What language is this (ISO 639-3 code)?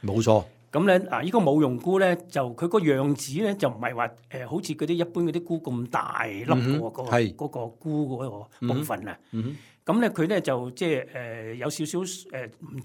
yue